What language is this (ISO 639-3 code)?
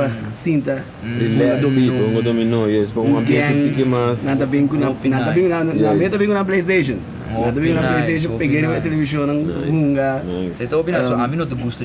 pap